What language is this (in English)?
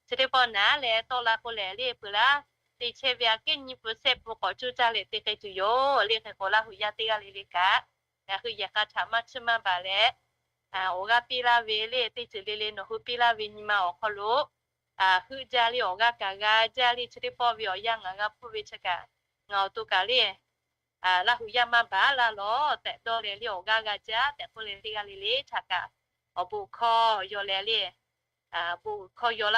Lahu